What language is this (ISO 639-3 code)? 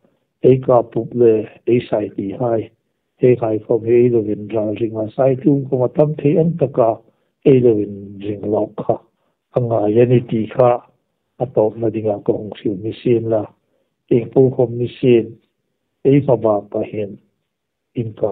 hmr